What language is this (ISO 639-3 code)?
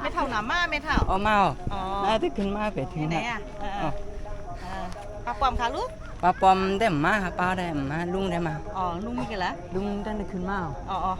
shn